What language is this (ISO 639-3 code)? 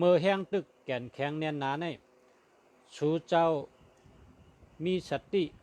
shn